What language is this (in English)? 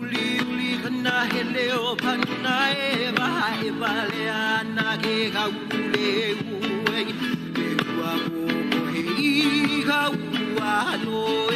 Hawaiian